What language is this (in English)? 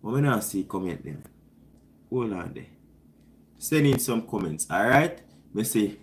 Jamaican Creole English